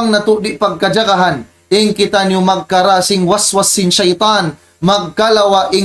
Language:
Tausug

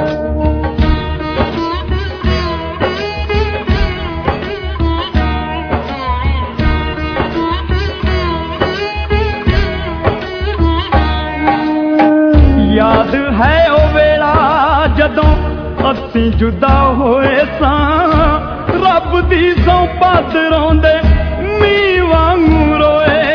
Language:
Punjabi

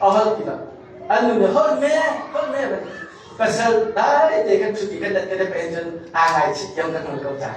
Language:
Hakha Chin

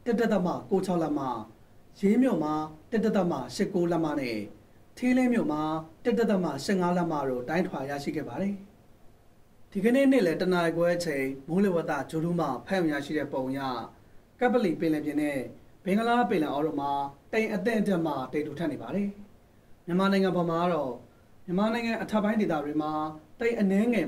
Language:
Burmese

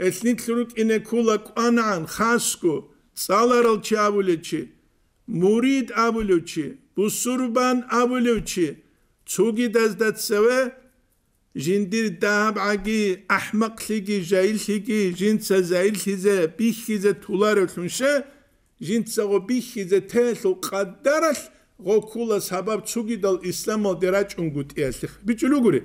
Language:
Avaric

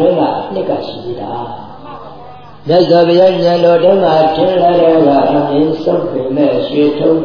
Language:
Burmese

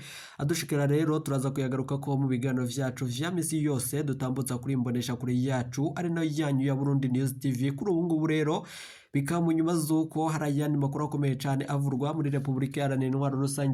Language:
Rundi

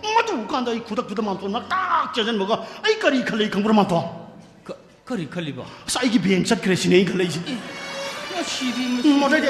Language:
Manipuri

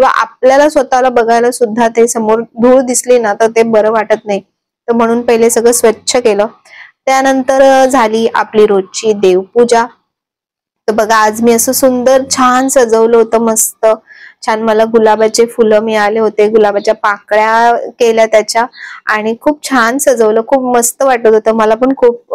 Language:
Marathi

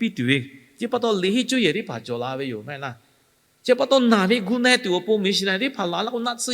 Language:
Lahu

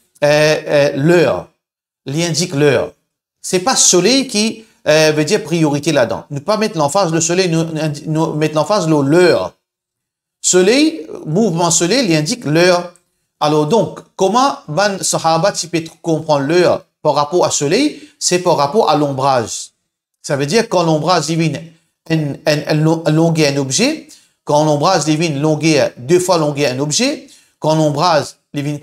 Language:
Morisyen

